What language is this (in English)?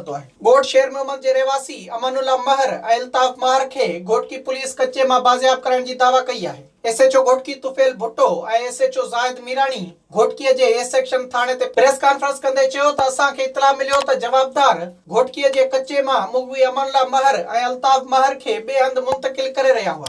Sindhi